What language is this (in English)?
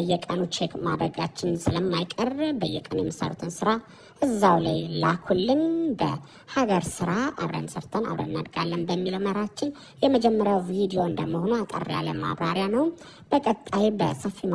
Amharic